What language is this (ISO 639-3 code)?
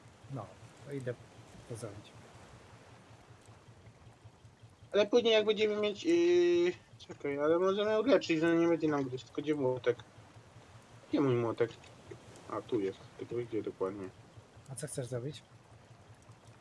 pol